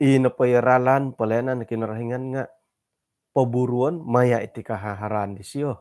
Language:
Central Dusun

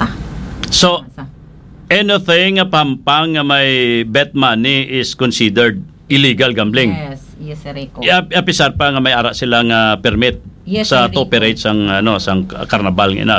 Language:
Hiligaynon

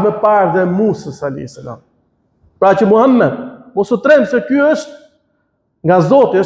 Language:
Albanian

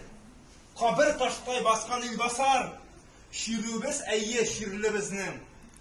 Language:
Tatar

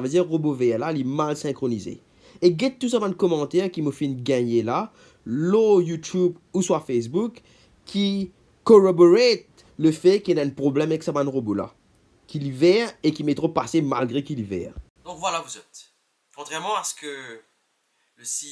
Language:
Morisyen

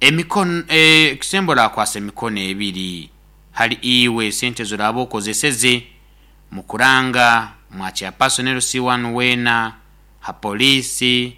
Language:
Nyoro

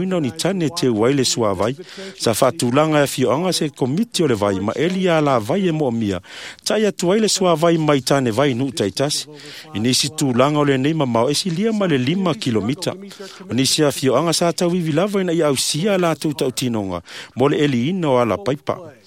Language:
Samoan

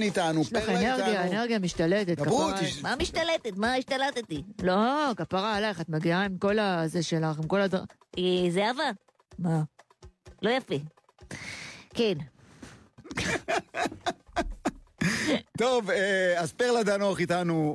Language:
Hebrew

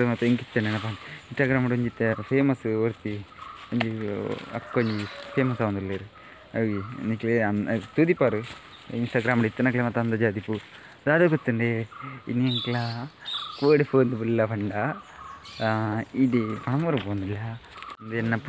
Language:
Tulu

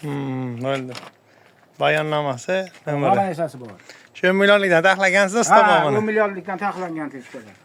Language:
Uzbek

